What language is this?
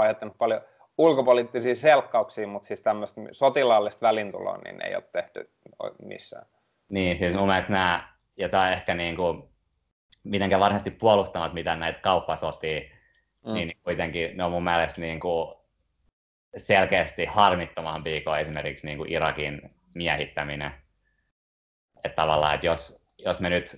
Finnish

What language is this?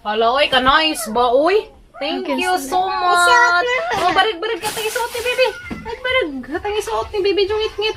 Cebuano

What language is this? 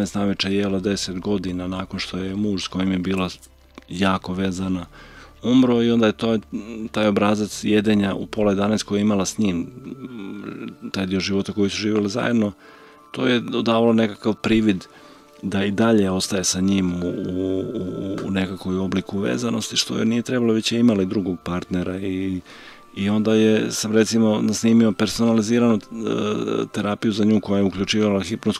Croatian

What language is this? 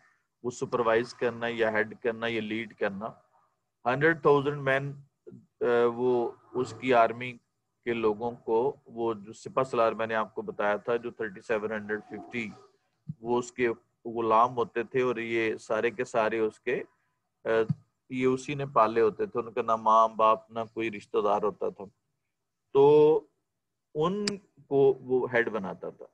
Urdu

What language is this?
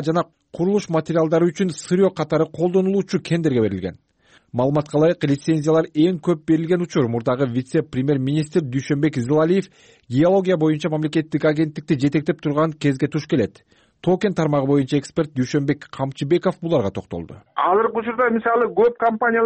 Kyrgyz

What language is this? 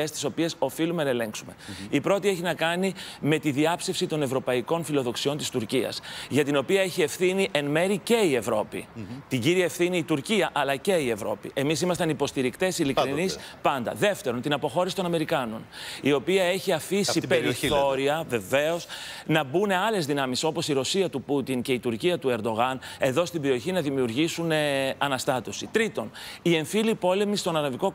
Greek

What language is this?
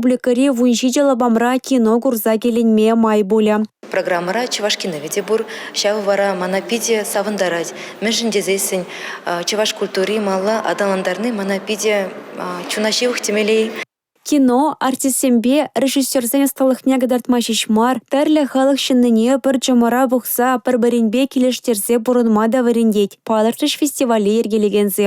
Chuvash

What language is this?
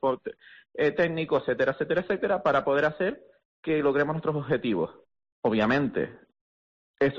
Spanish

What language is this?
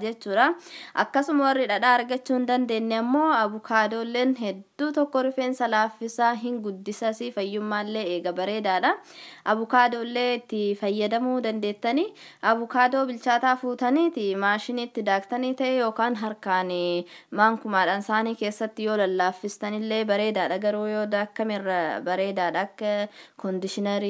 Oromo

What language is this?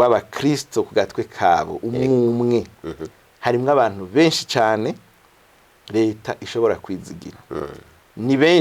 Rundi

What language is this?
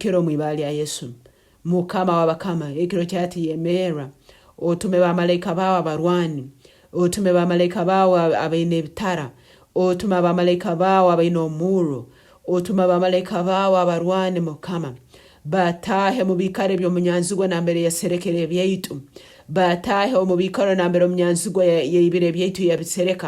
Nyankole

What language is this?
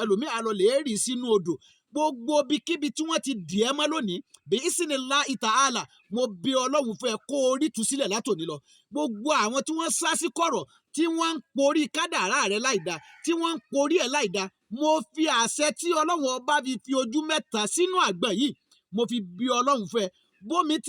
Yoruba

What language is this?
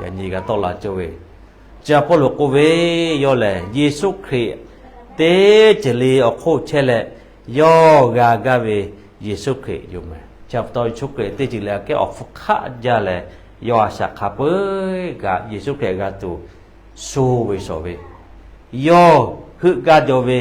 Lahu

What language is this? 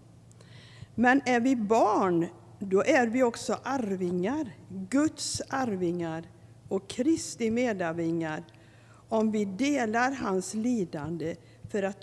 Swedish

